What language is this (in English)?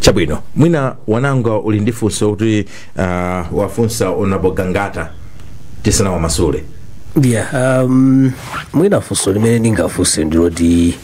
Nyanja